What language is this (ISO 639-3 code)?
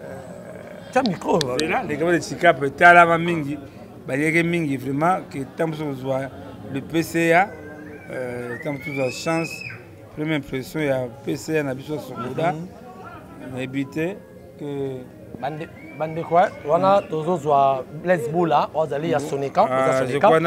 lin